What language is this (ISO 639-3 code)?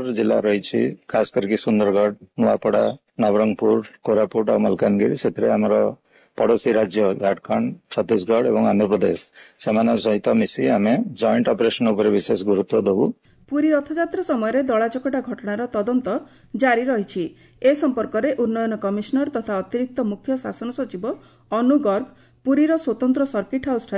ori